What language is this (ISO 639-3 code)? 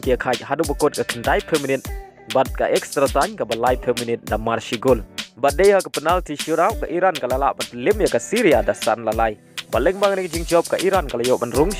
kha